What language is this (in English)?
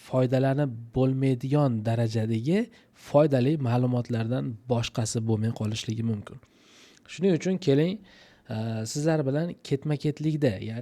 Uzbek